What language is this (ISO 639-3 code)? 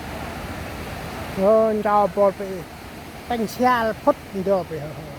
cmo